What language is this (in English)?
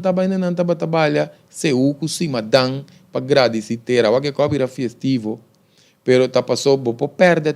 Papiamento